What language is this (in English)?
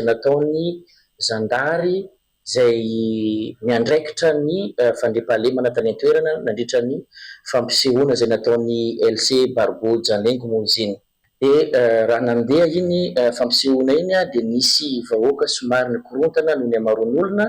Malagasy